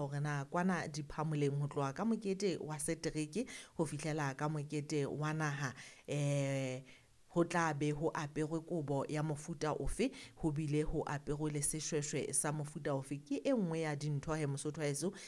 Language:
Southern Sotho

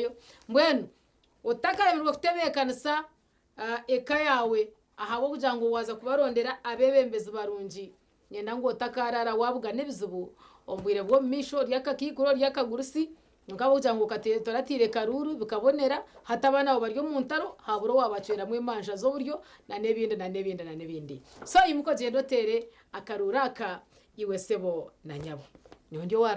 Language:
Nyankole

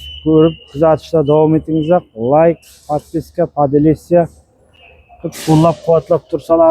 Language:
Uzbek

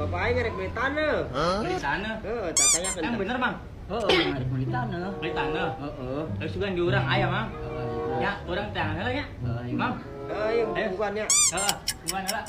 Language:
Sundanese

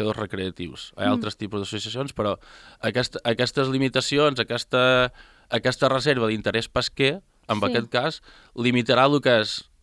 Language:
Catalan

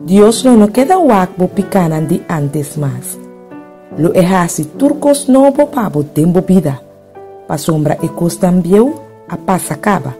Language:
Papiamento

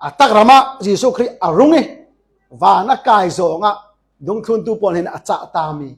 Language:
Falam Chin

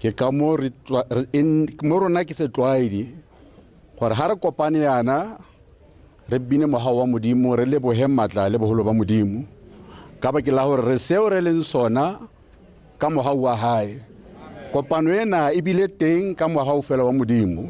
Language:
Tswana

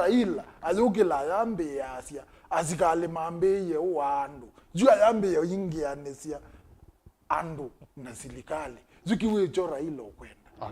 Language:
Kamba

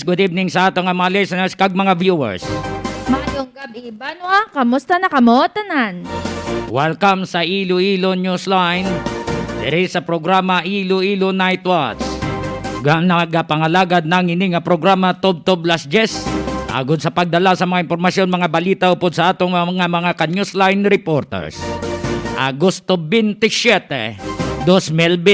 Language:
Hiligaynon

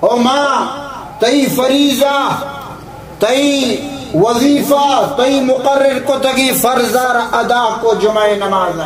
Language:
Baluchi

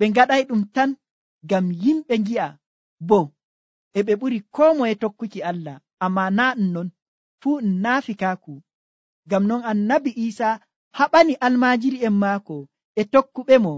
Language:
Nigerian Fulfulde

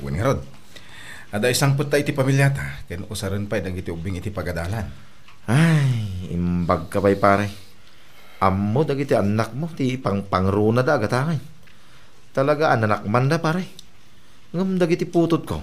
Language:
Iloko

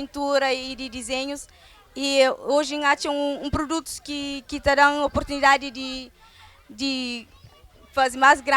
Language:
Kabuverdianu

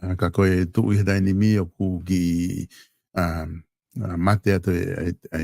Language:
Tongan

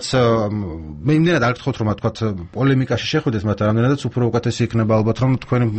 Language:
Georgian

